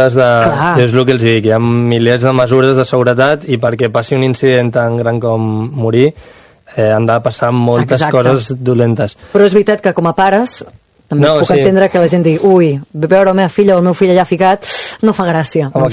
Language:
Catalan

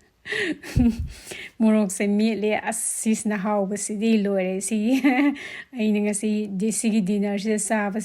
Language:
Manipuri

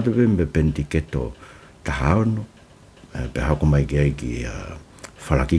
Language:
Tongan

